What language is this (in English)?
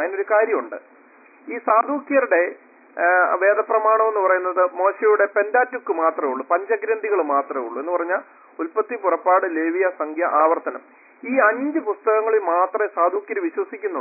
Malayalam